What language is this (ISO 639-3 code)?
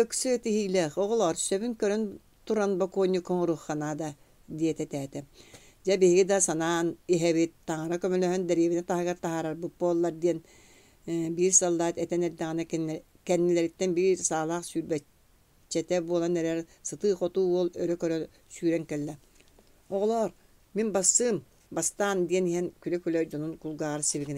sah